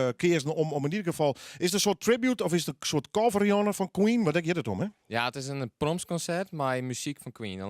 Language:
Western Frisian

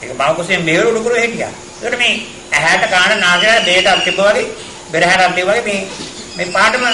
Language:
Sinhala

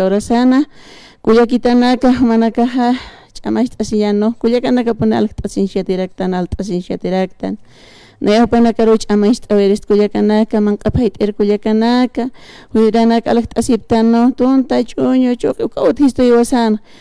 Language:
Aymara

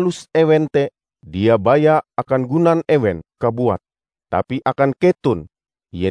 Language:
Ngaju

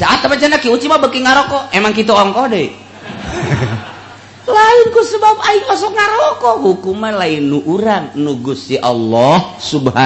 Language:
Sundanese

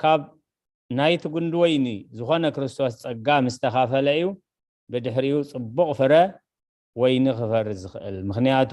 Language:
Tigrinya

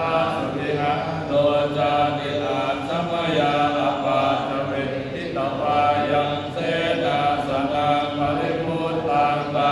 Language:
Pali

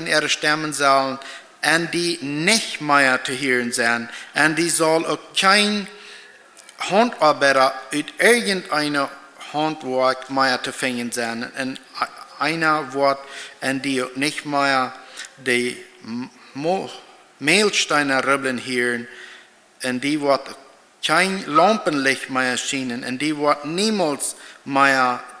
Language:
Plautdietsch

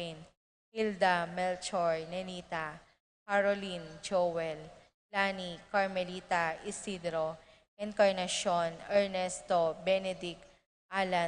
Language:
Pampanga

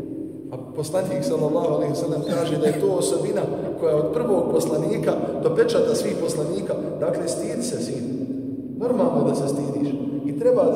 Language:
Bosnian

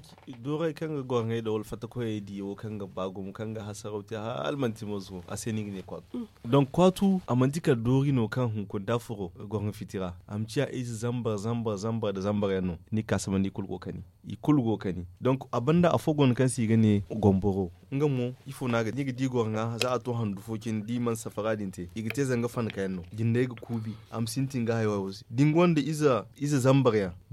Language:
Zarma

